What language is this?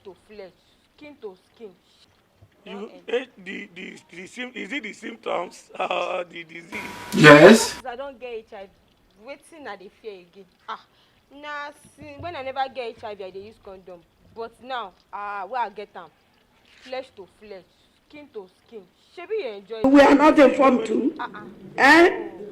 Nigerian Pidgin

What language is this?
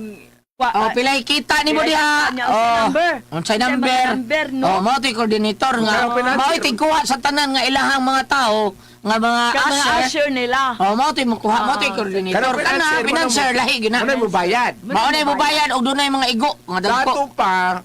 Cebuano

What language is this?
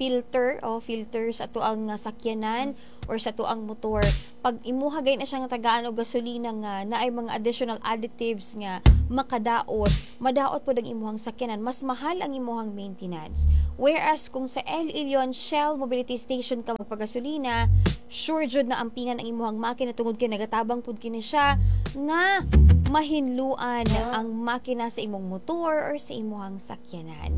Cebuano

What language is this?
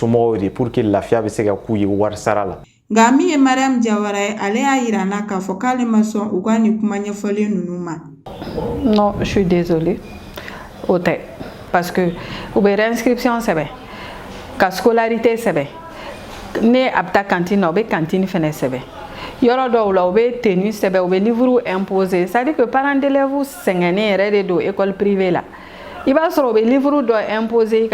Bambara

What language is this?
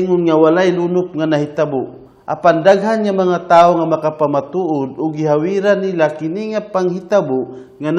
Cebuano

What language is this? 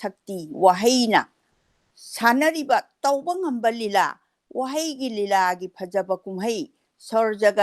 Manipuri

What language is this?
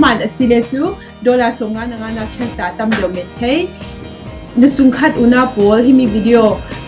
Falam Chin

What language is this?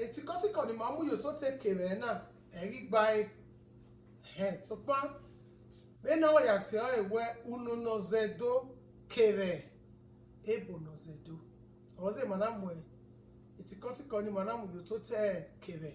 Bini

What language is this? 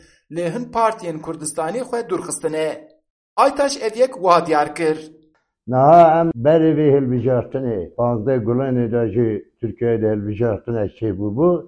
Kurdish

